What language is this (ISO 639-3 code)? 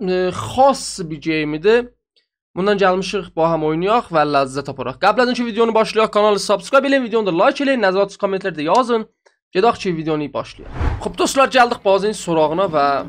azb